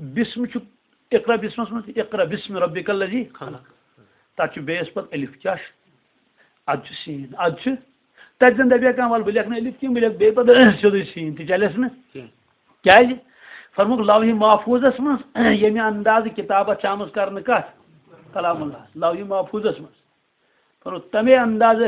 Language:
Kashmiri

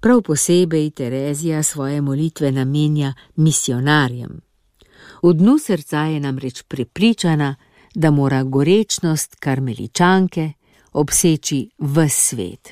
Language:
Slovenian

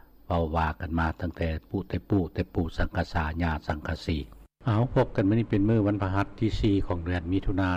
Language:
Lao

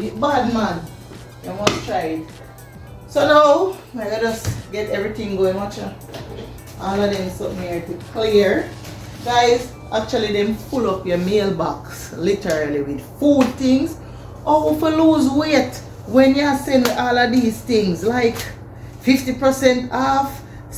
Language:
Jamaican Creole English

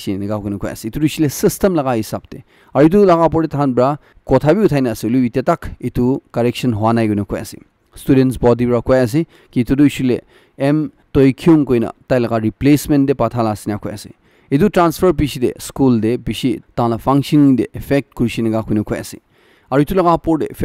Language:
Naga Pidgin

